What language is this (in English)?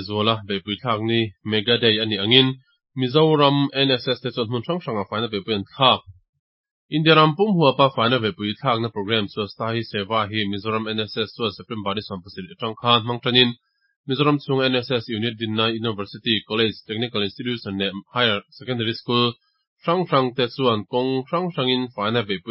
Mizo